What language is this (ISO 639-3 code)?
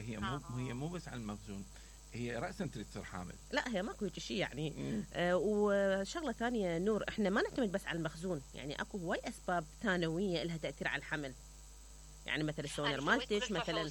acm